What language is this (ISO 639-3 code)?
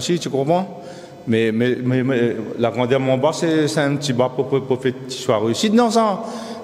rcf